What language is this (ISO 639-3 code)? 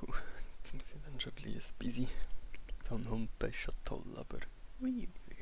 gsw